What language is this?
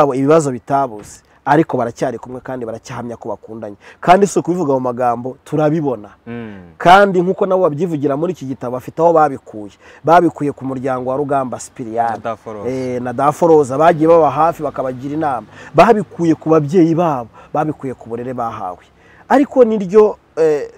Kinyarwanda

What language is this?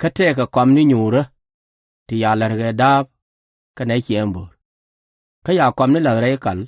Nuer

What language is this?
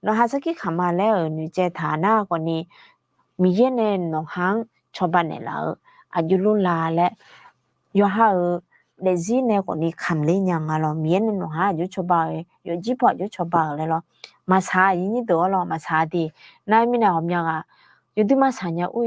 Akha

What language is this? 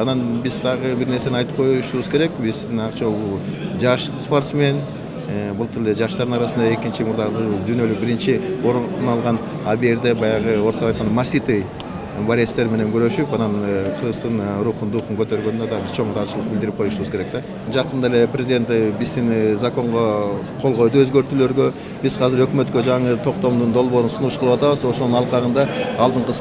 Kyrgyz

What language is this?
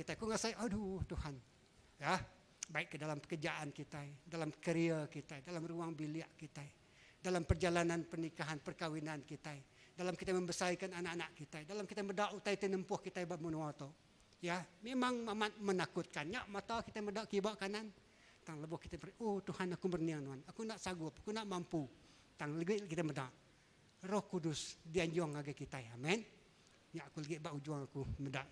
Iban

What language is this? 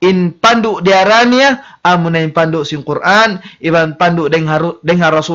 Tausug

